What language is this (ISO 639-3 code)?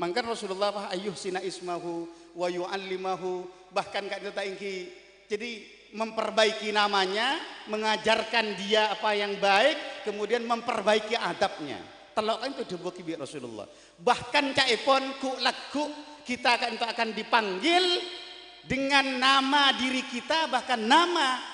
mad